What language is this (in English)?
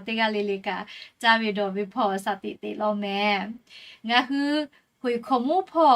Lahu